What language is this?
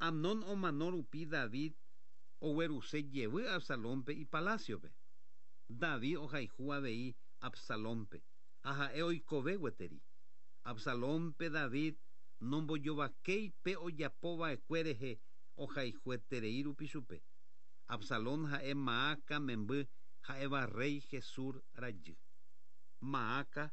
Guarani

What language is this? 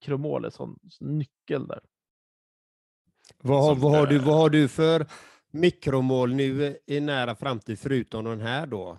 Swedish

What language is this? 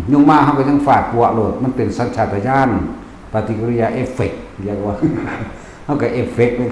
Lao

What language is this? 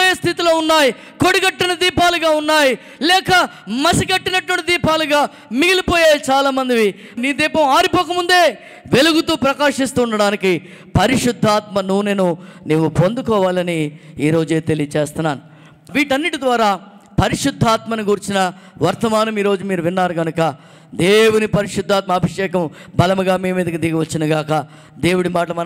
Telugu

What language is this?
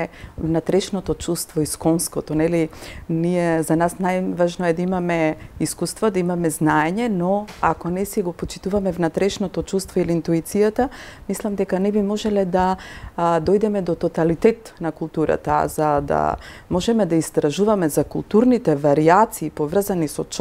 Macedonian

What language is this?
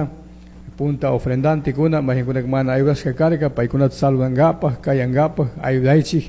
Chimborazo Highland Quichua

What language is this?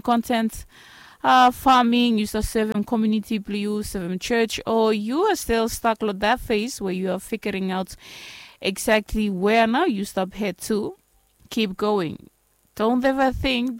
Bislama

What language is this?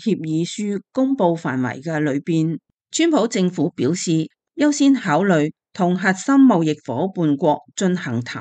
Cantonese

